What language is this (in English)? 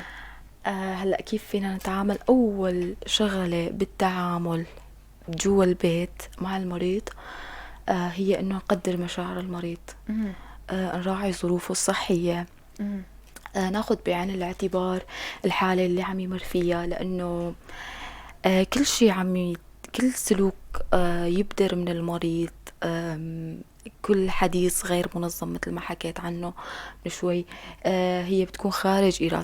North Levantine Arabic